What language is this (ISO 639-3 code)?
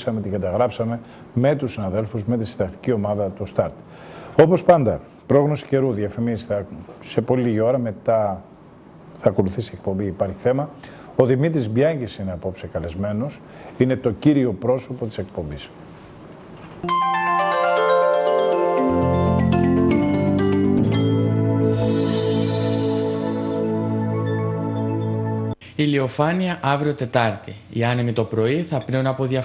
ell